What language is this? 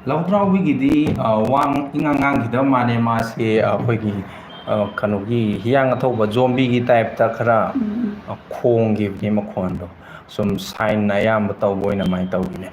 Manipuri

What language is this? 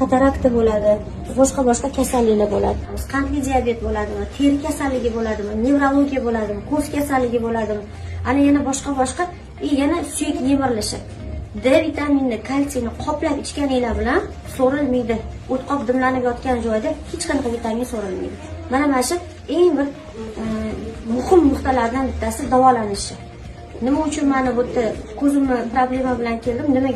Uzbek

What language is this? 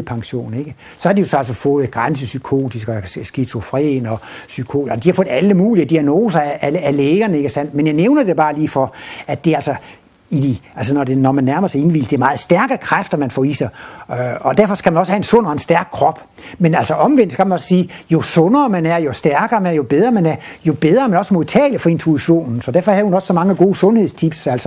Danish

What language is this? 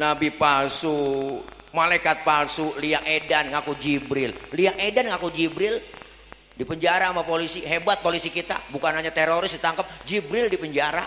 Betawi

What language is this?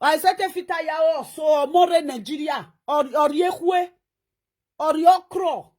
Nigerian Pidgin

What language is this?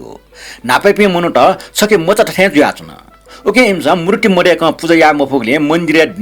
Newari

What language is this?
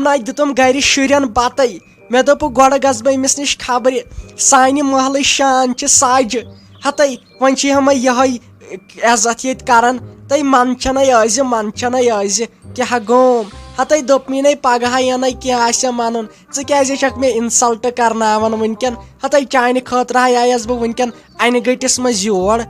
Kashmiri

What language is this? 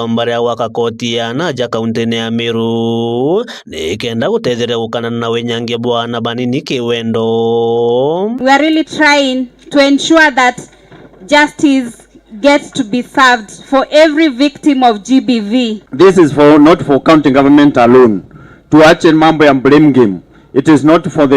Meru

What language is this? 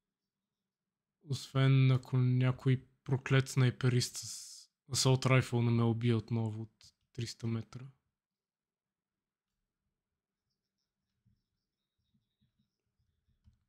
Bulgarian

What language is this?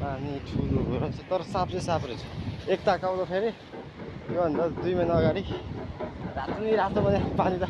Nepali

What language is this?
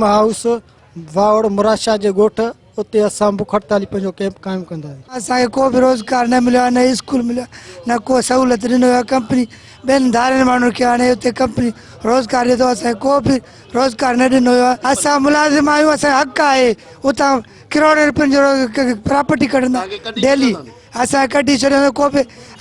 Sindhi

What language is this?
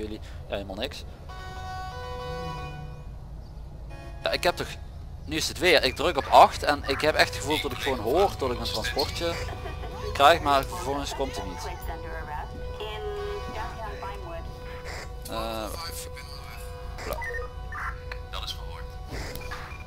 Dutch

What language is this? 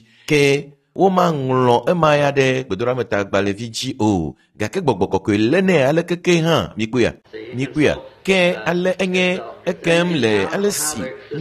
Ewe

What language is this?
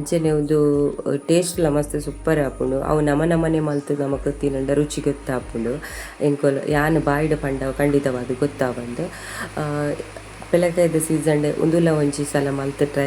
Tulu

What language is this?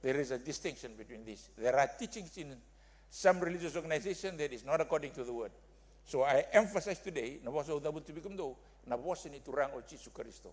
Fijian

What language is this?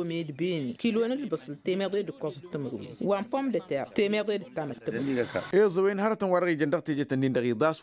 Tamasheq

